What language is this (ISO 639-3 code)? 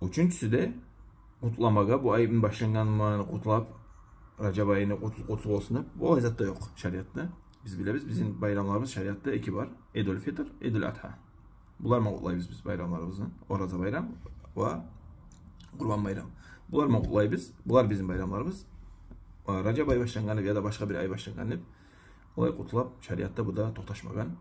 kum